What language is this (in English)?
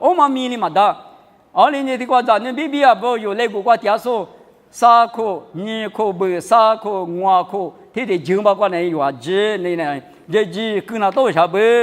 Lisu